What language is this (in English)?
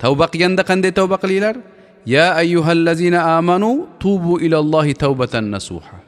Uzbek